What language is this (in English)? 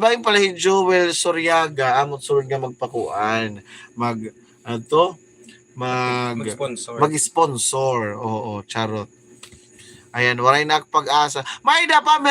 Waray